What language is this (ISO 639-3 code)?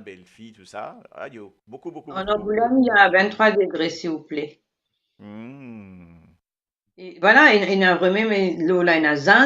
mfe